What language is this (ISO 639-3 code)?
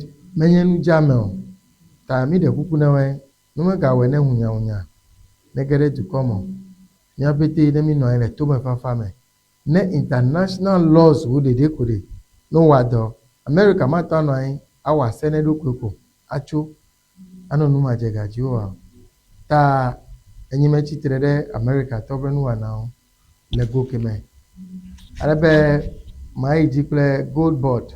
ewe